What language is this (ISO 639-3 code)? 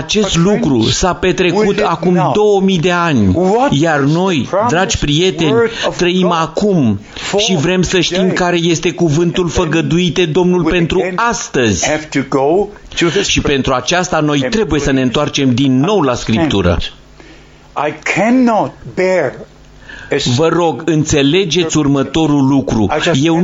ron